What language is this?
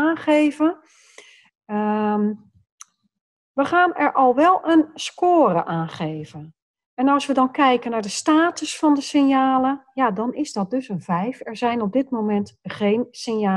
Dutch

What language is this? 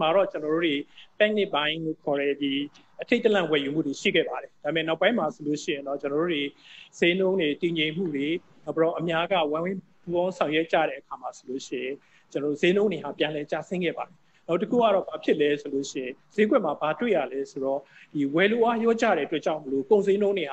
Burmese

